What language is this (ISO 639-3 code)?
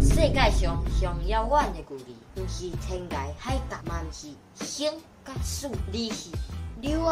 nan